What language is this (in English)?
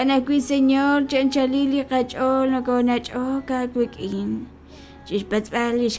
Kekchí